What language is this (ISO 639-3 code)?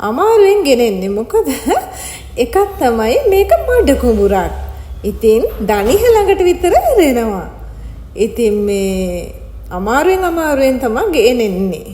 sin